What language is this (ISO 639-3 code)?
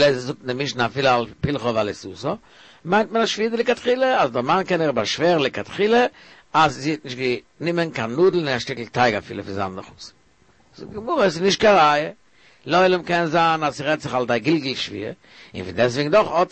yid